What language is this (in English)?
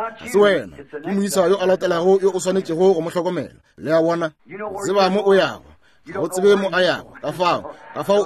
Northern Sotho